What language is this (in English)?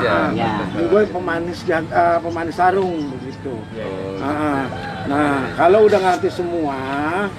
Betawi